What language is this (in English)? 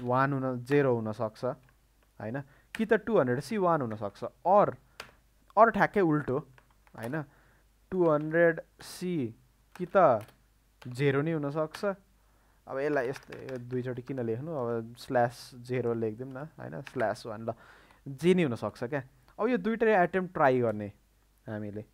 Nepali